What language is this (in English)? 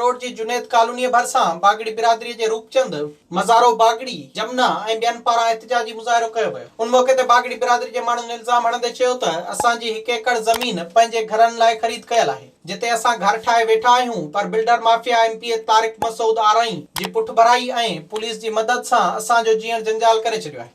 Sindhi